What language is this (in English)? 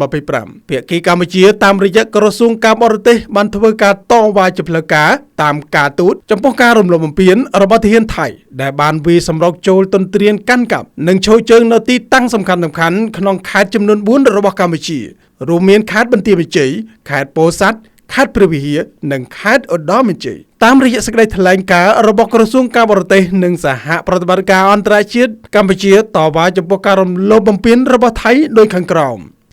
Khmer